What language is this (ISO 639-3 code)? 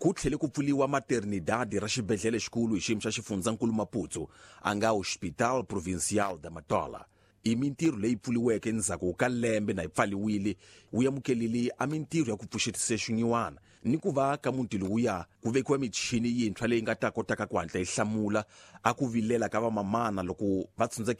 tso